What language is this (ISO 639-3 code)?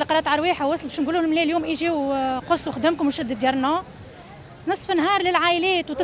aeb